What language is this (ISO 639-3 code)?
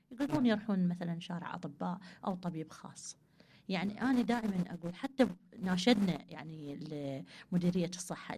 acm